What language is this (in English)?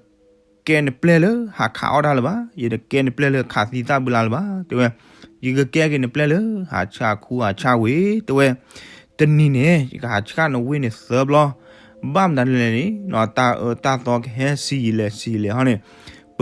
S'gaw Karen